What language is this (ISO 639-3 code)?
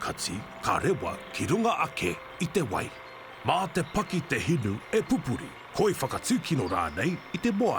mri